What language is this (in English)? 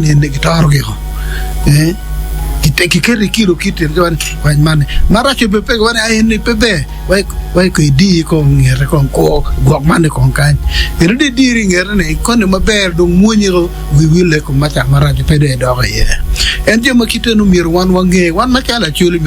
Acoli